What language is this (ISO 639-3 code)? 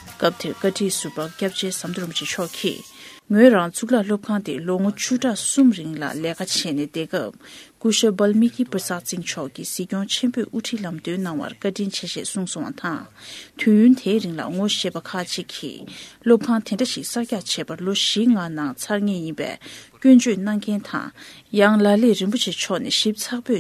bod